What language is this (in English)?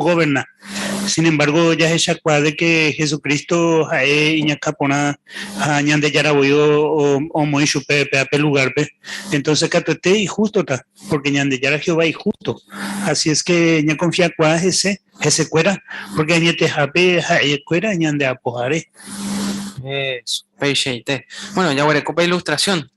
Guarani